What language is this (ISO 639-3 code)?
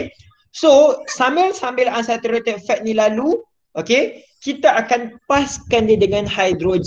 msa